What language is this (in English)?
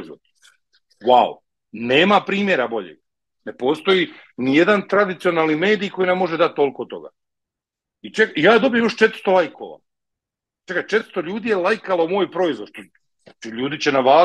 Croatian